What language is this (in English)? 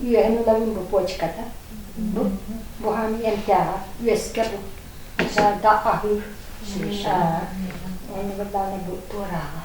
Yakut